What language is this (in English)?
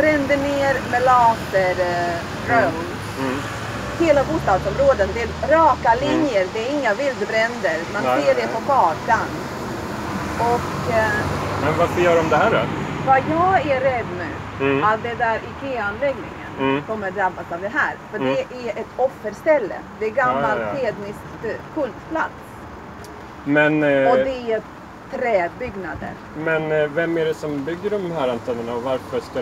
Swedish